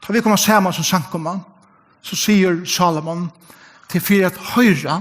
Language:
Faroese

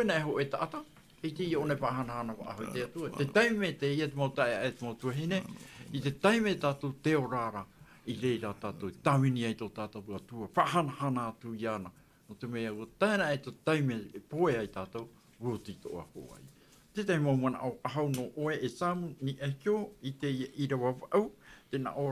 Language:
Tahitian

